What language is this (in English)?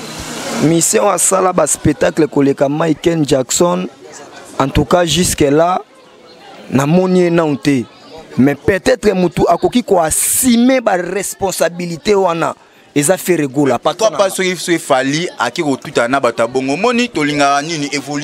Lingala